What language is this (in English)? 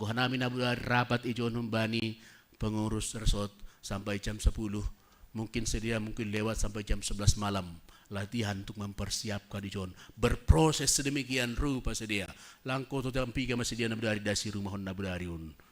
Batak Simalungun